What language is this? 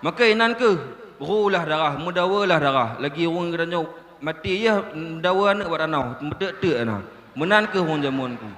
Achinese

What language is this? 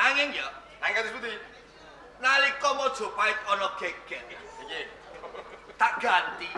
Javanese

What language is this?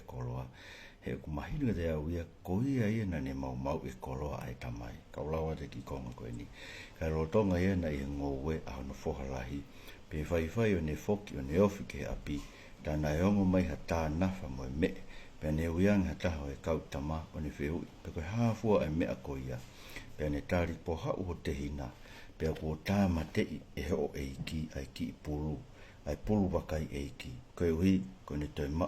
Tongan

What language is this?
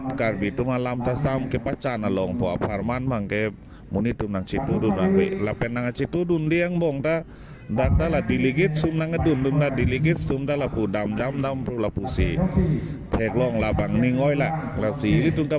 Karbi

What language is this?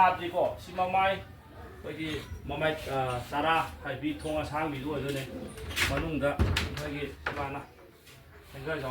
Manipuri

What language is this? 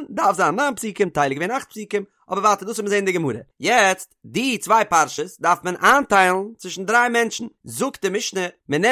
Yiddish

